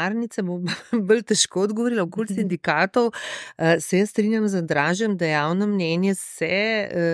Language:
Slovenian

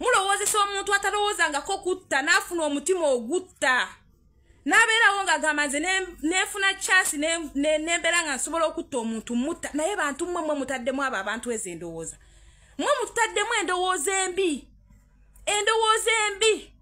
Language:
Ganda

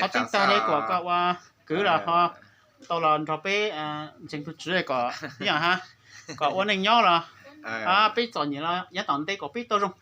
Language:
Hmong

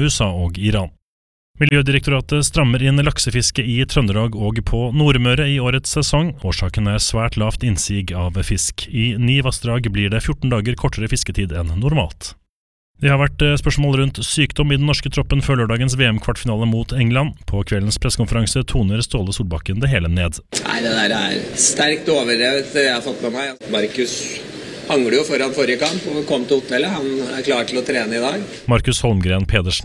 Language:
Norwegian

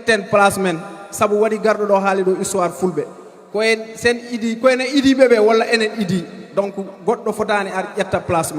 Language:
Fula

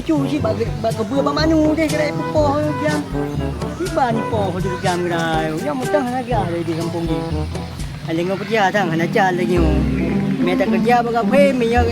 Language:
Achinese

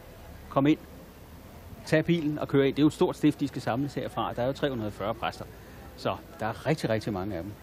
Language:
Danish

